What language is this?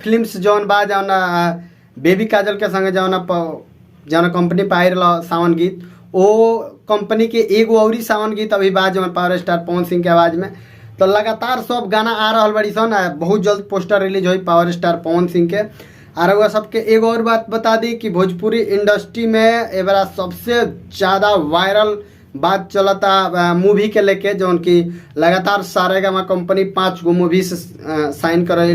Bhojpuri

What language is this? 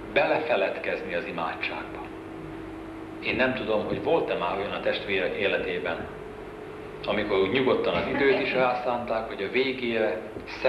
Hungarian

